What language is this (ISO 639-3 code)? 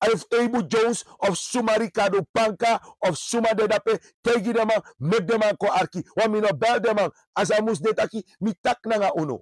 srn